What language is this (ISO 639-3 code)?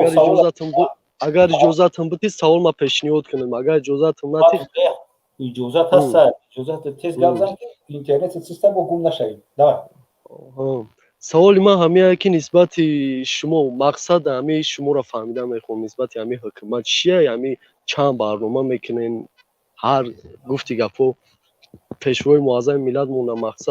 tgk